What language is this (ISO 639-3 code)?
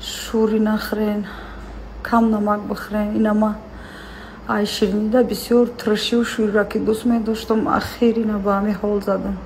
tgk